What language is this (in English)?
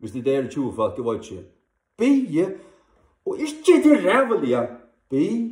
Faroese